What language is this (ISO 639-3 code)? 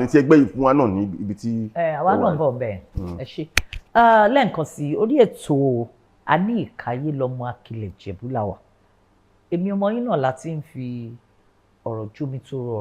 yor